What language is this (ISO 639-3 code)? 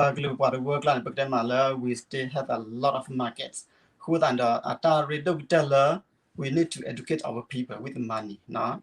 ksw